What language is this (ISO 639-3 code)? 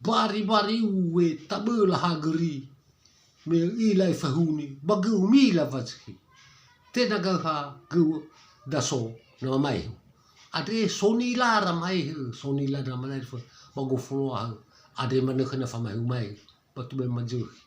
nia